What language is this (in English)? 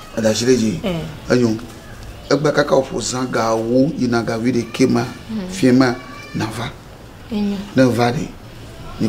Ewe